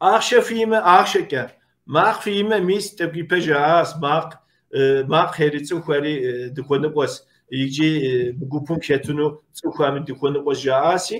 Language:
Kabardian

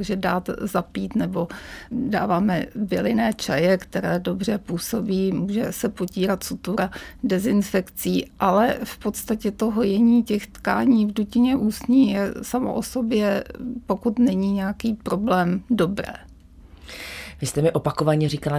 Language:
Czech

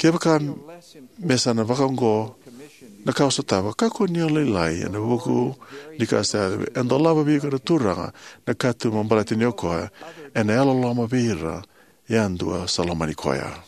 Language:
Fijian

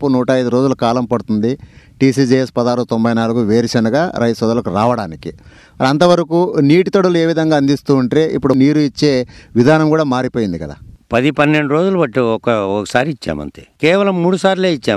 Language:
Telugu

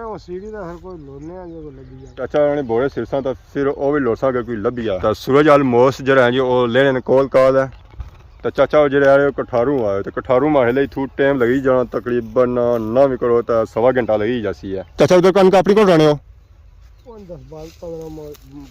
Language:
Pahari-Potwari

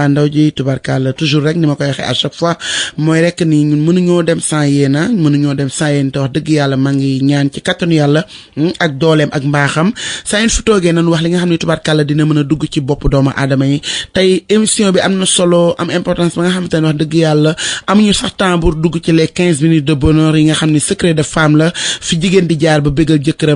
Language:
Wolof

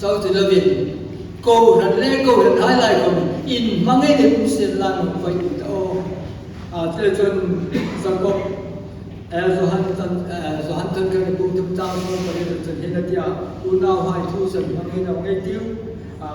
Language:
Hmar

